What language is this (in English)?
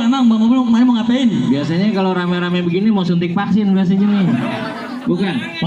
Betawi